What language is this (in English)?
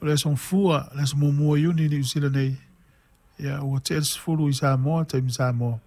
Samoan